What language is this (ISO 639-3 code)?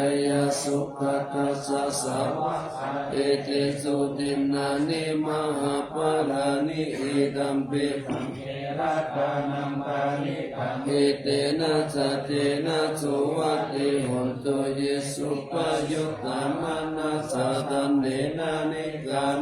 pli